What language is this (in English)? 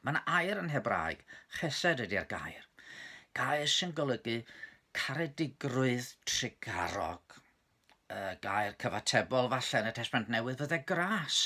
Welsh